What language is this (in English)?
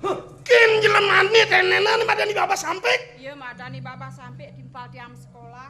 Balinese